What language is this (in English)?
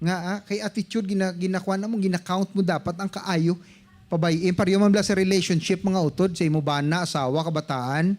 Hiligaynon